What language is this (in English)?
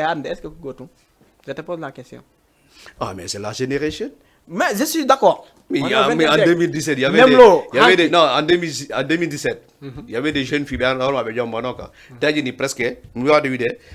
Fula